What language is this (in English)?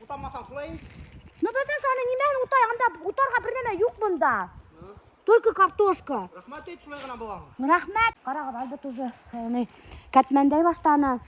Bashkir